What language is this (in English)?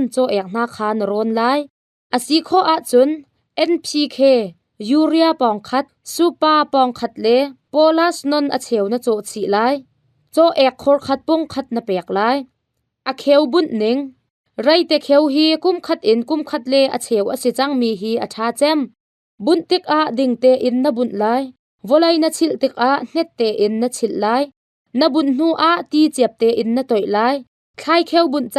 Hakha Chin